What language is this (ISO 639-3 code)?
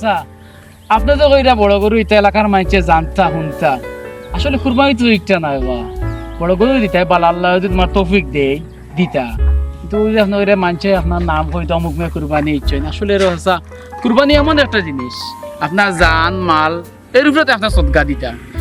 syl